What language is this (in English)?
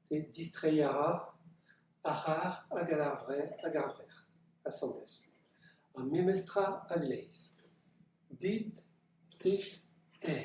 Breton